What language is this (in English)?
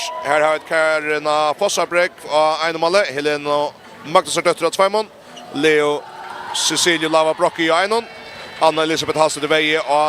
Faroese